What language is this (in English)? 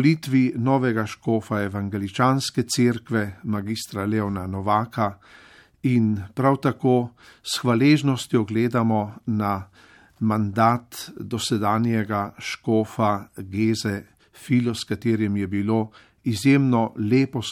Slovenian